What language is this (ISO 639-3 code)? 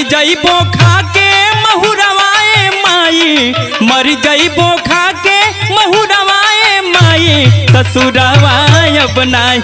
bho